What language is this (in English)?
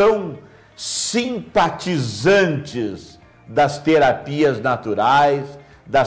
Portuguese